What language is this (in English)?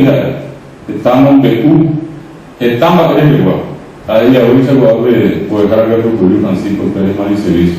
Guarani